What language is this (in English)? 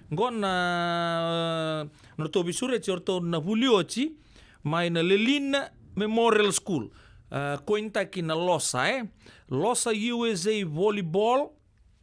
Fijian